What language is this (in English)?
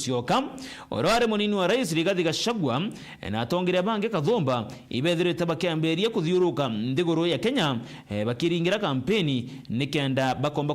Meru